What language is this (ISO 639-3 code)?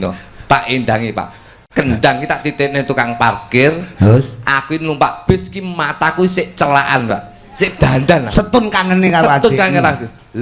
jav